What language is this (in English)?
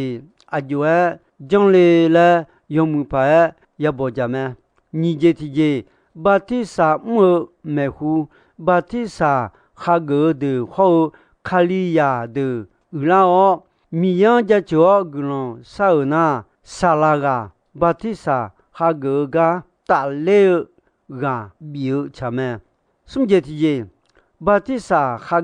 Akha